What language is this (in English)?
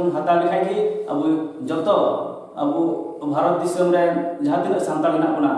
Santali